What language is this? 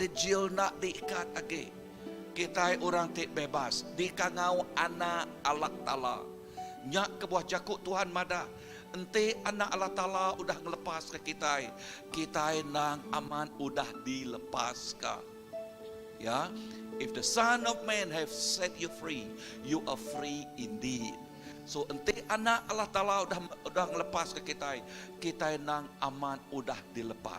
Iban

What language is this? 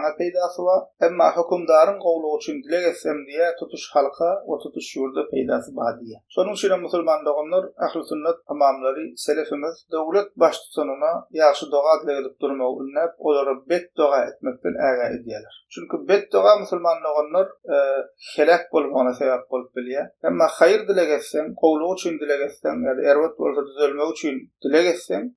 Turkmen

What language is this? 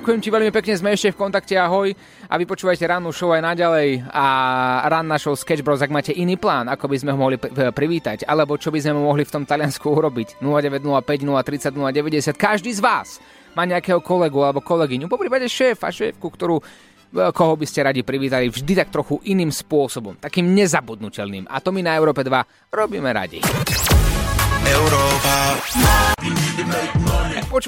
Slovak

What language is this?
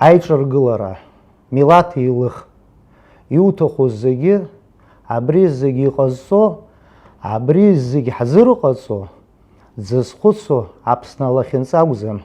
Abkhazian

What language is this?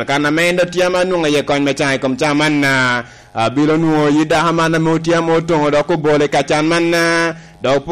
Lango (Uganda)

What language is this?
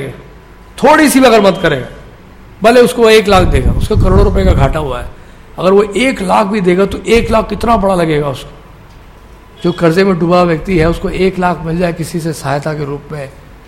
Hindi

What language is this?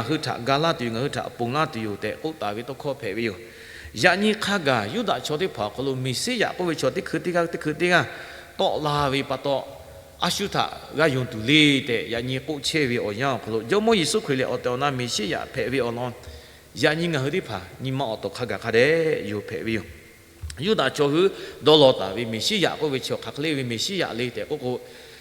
Lahu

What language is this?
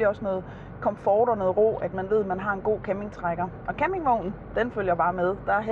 Danish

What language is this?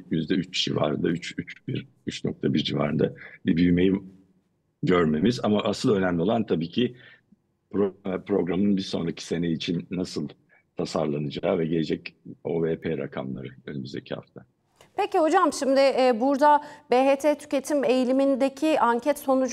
Turkish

